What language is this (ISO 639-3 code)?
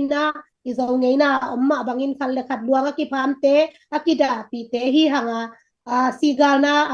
ctd